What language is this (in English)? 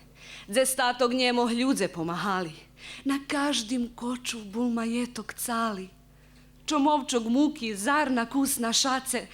Rusyn